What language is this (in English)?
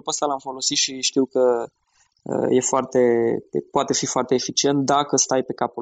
Romanian